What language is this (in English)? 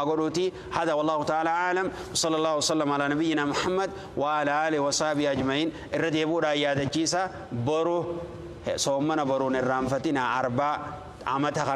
Oromo